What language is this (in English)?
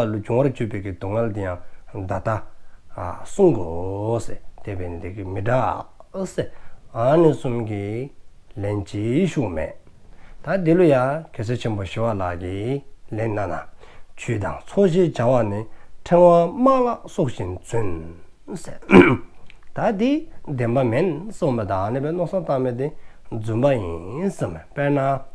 Dzongkha